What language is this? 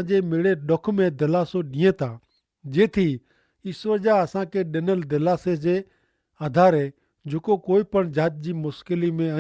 Kachhi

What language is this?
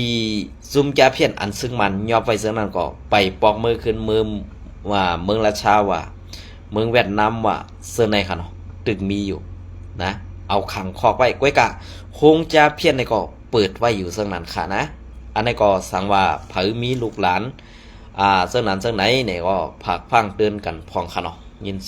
Shan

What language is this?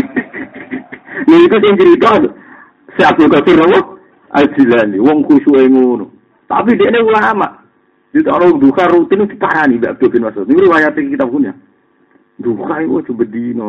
Javanese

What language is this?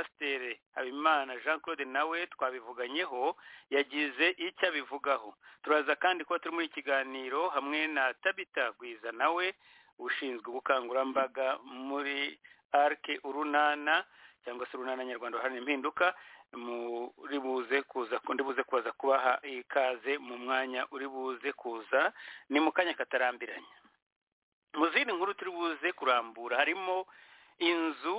Kinyarwanda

